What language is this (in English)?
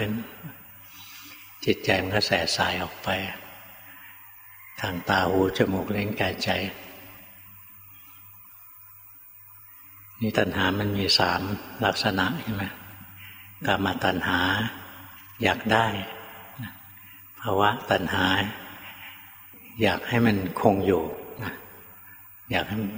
Thai